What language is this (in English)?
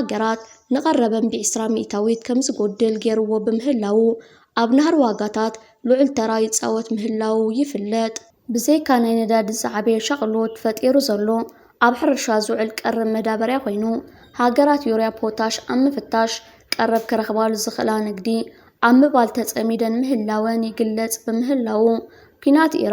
Tigrinya